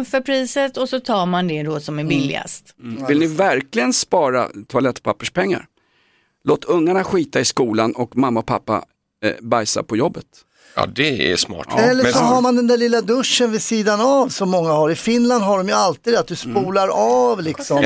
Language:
Swedish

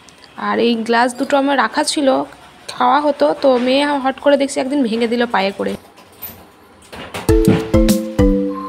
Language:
Bangla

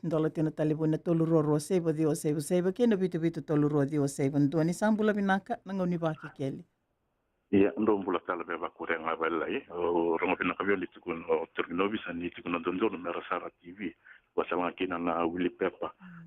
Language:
Fijian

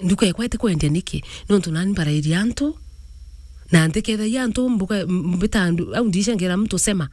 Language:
Meru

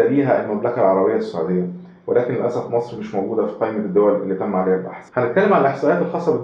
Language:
Egyptian Arabic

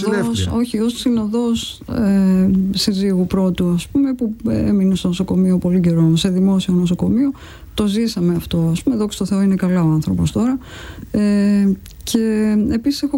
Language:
Greek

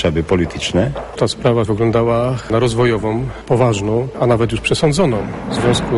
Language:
Polish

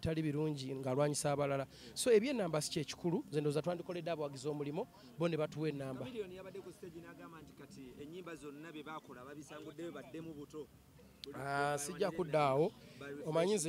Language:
Ganda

